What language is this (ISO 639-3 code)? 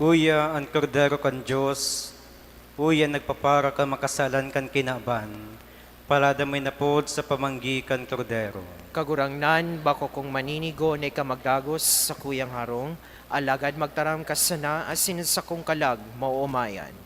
bik